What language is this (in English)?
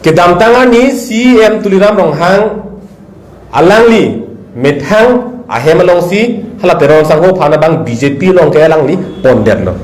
Karbi